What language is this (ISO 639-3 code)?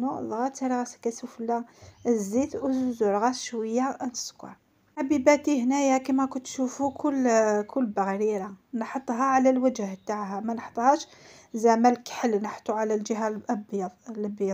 arq